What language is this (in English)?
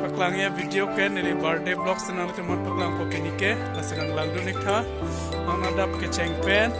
Karbi